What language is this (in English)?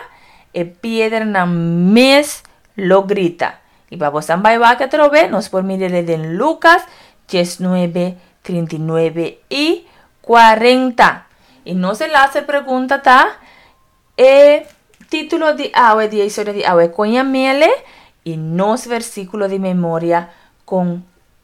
Papiamento